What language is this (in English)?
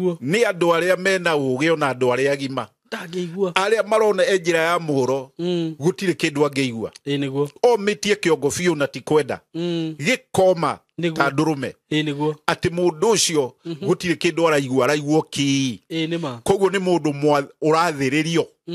Kikuyu